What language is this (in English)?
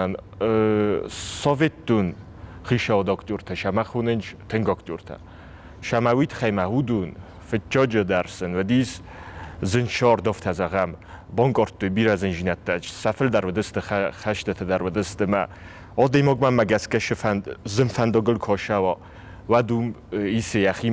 Ossetic